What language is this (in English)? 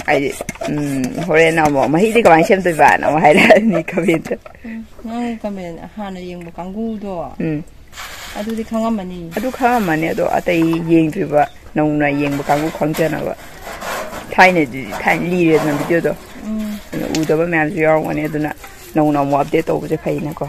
Manipuri